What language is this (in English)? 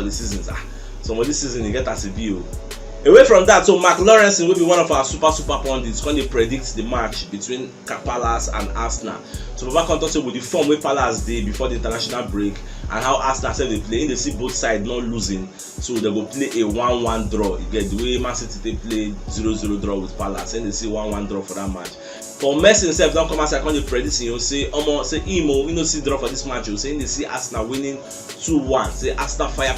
Nigerian Pidgin